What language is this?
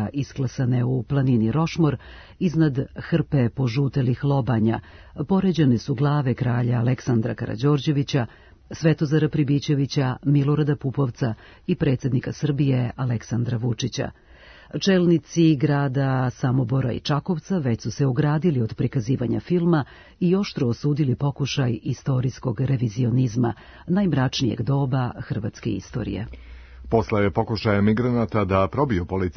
Serbian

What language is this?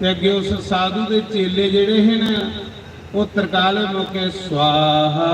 Dogri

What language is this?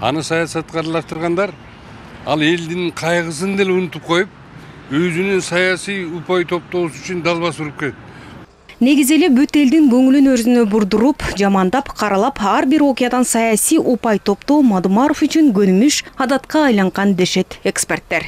Kyrgyz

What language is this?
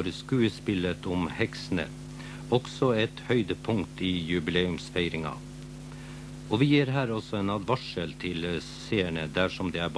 Norwegian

